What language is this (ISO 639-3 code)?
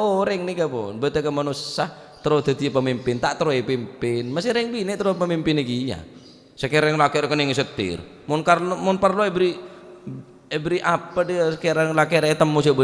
mad